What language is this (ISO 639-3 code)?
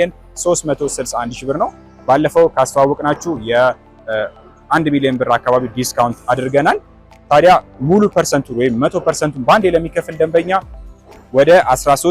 amh